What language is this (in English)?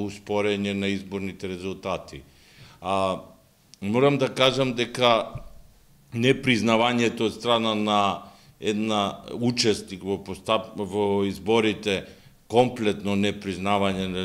Macedonian